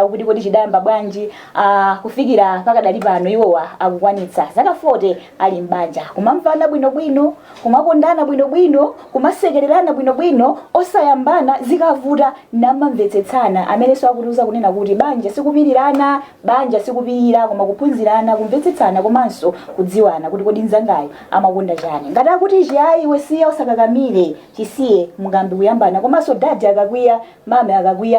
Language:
Nyanja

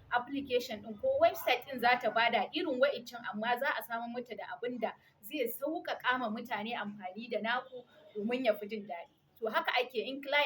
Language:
Hausa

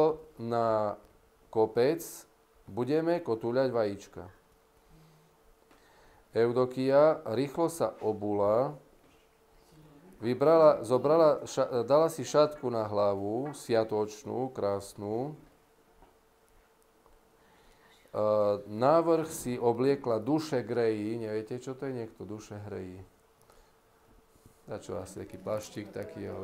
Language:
Slovak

